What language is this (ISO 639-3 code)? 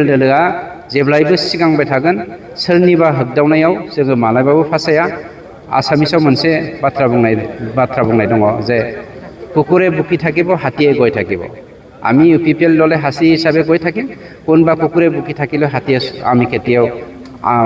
brx